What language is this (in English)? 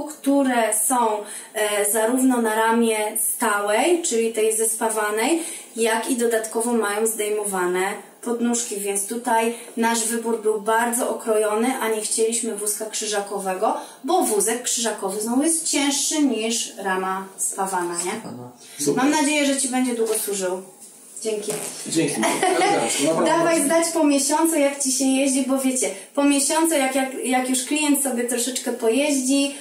Polish